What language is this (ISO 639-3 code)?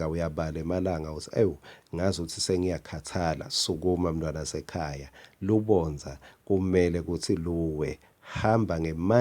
ssw